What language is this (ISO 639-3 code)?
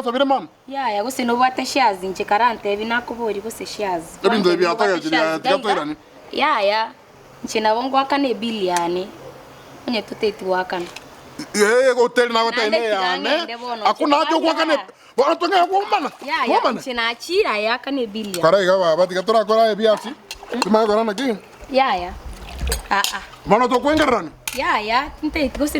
guz